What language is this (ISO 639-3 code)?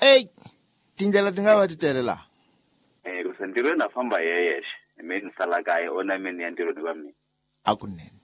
tso